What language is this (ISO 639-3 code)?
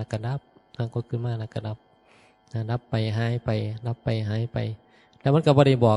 tts